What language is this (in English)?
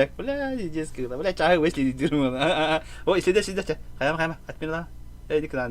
Yakut